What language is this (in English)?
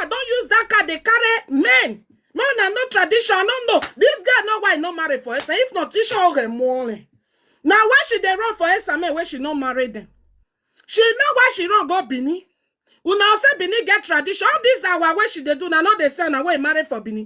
Nigerian Pidgin